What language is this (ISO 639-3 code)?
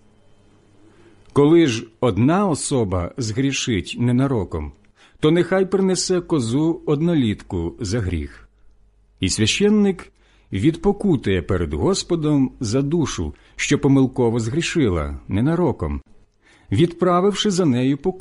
ukr